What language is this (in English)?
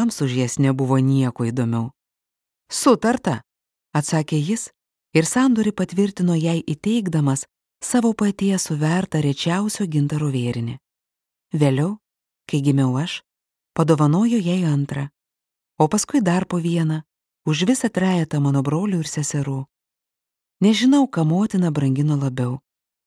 Lithuanian